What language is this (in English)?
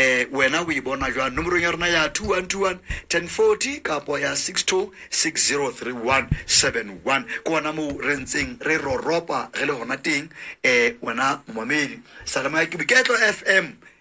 Southern Sotho